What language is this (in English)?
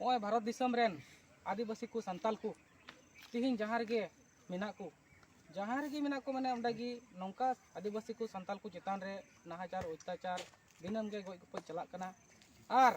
Santali